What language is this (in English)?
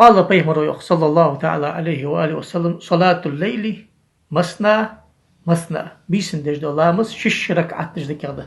Ingush